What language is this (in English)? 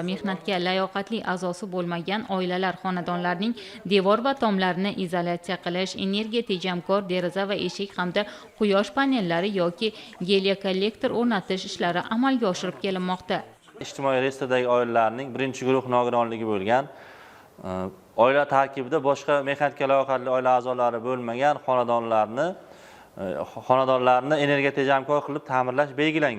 Uzbek